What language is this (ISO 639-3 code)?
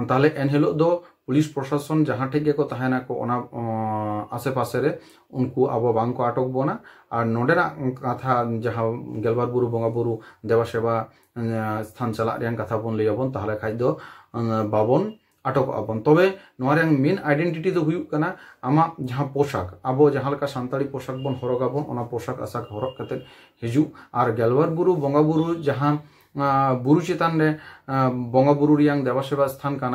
sat